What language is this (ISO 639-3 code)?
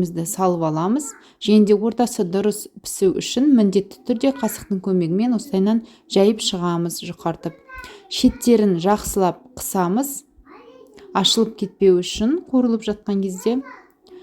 kaz